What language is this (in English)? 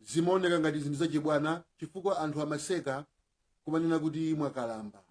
Nyanja